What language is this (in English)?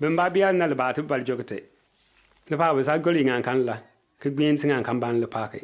Bimoba